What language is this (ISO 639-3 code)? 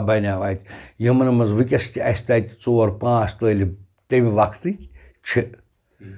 kas